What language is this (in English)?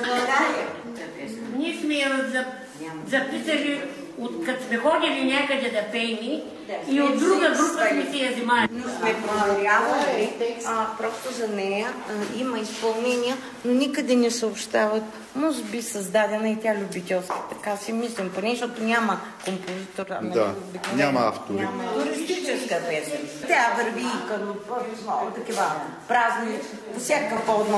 Bulgarian